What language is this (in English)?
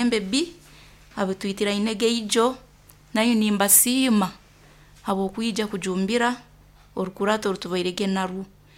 Nyoro